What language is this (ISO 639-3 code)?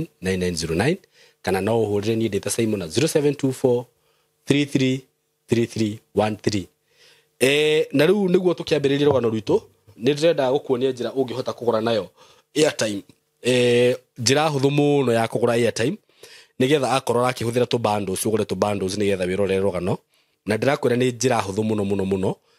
kik